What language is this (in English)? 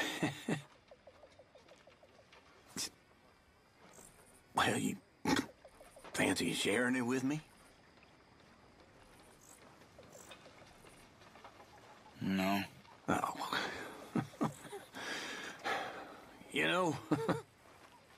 English